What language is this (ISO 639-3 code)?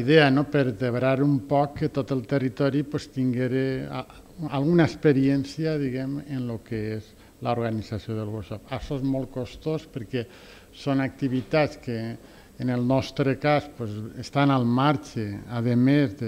cat